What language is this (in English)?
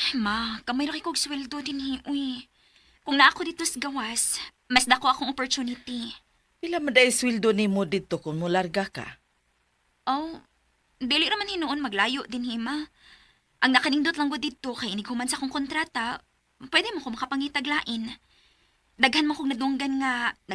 Cebuano